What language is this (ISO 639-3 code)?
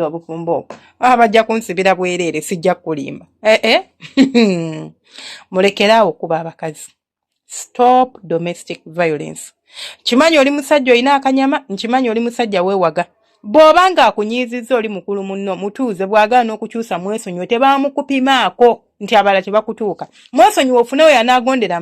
lug